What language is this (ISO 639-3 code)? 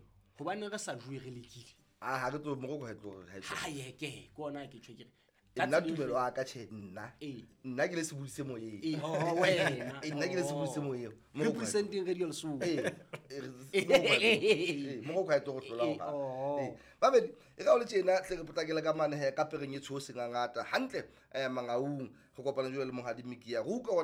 sot